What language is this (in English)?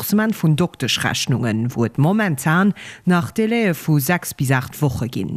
Luxembourgish